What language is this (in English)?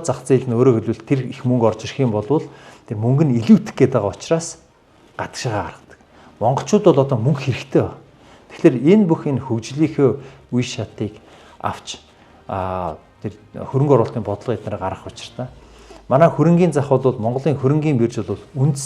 Mongolian